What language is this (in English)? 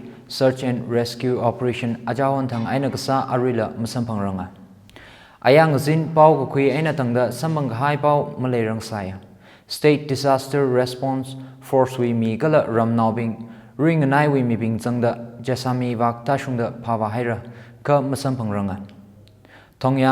Tangkhul Naga (India)